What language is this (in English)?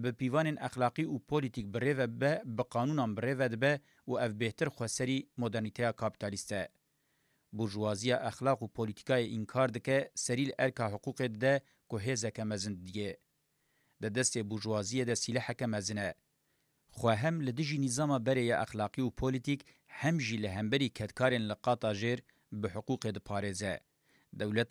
Kurdish